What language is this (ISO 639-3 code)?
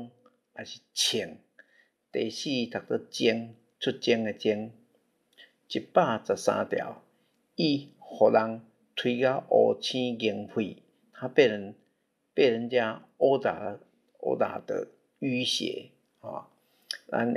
nan